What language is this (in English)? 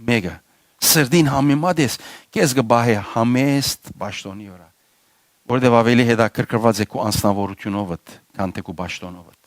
Western Armenian